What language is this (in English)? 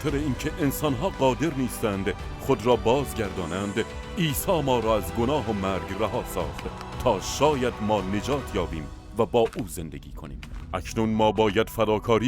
Tajik